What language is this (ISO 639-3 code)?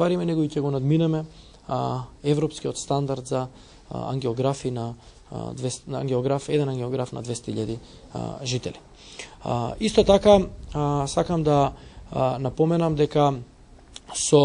mkd